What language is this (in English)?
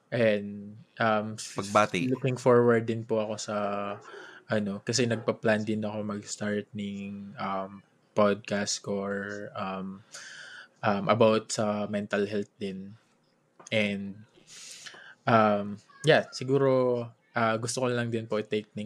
Bikol